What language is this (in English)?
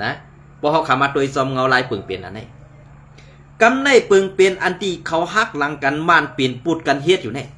Shan